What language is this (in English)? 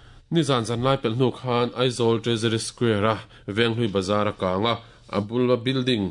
Mizo